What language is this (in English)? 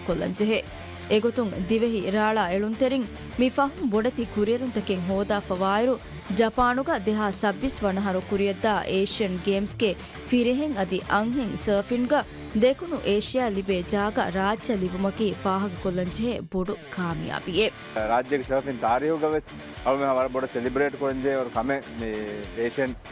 Divehi